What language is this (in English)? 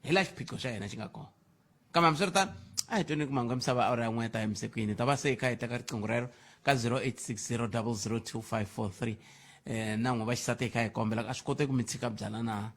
Tsonga